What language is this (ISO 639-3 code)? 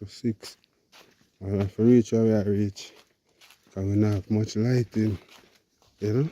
jam